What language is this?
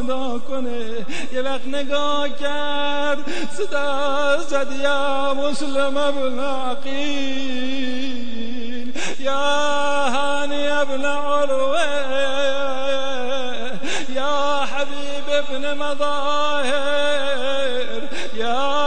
Persian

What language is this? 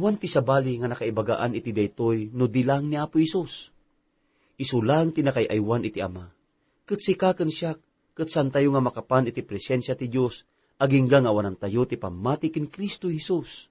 Iloko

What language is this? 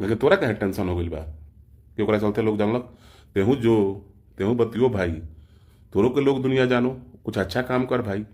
Bhojpuri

